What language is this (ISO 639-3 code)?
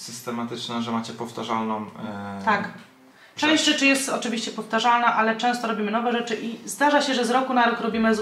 pol